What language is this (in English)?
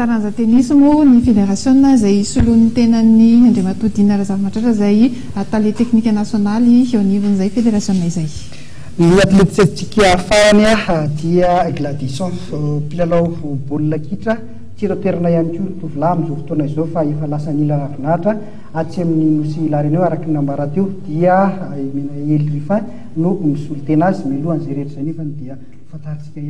Malagasy